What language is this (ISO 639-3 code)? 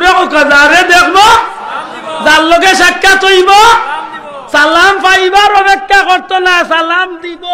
syl